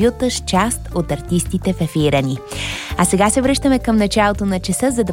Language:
Bulgarian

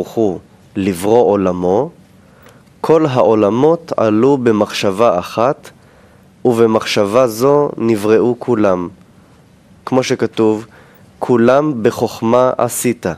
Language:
Hebrew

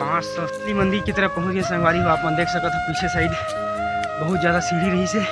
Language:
Chhattisgarhi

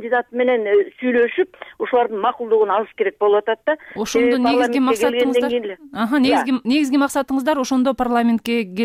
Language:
Kyrgyz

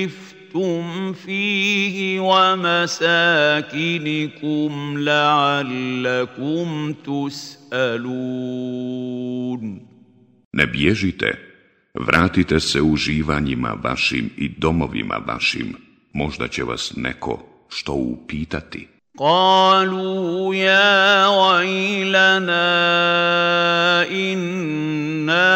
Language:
Bosnian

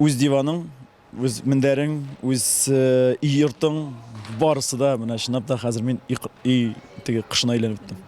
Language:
Tatar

